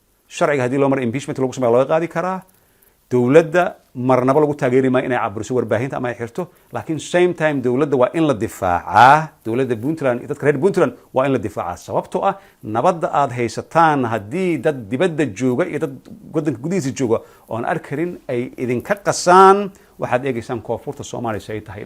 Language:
Somali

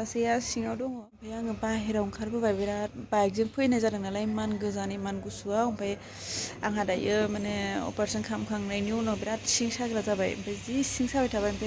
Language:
Bodo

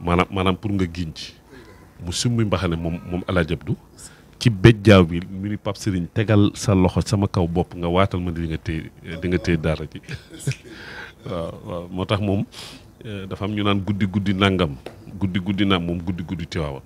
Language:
Wolof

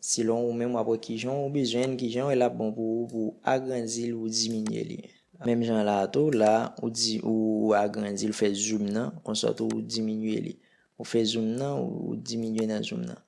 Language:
Haitian Creole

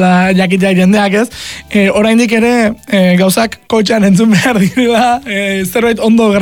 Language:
Basque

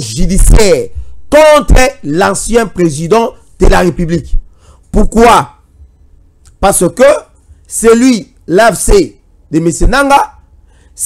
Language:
French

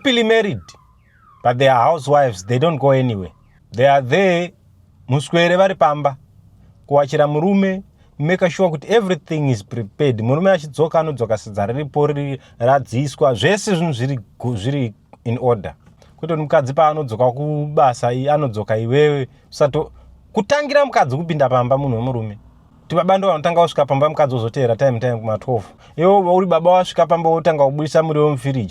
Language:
Shona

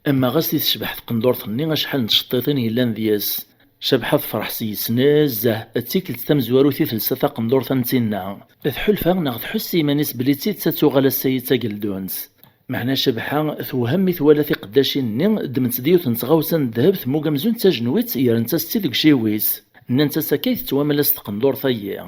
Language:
Kabyle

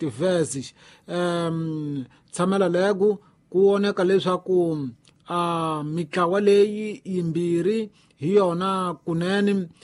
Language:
Tsonga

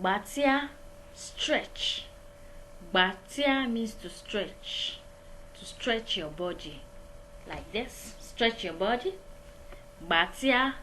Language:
Igbo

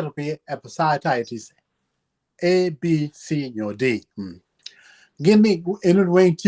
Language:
Acoli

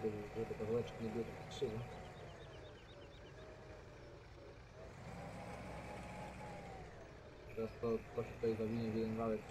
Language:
Polish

